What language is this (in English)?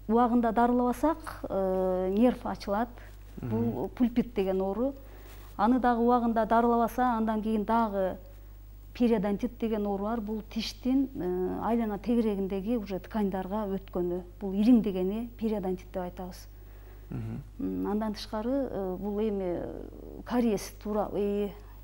Kyrgyz